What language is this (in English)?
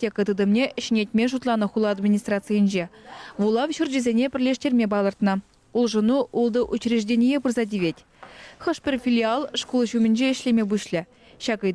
Chuvash